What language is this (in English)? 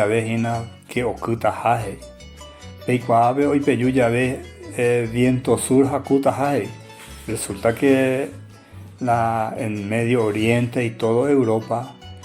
Guarani